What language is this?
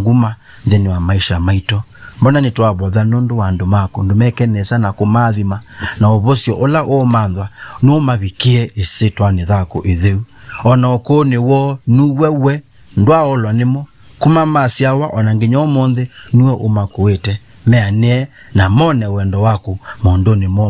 Kamba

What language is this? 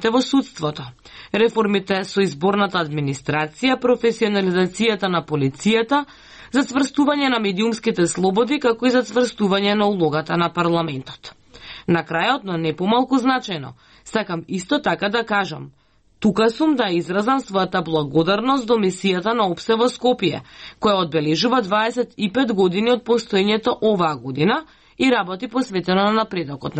Macedonian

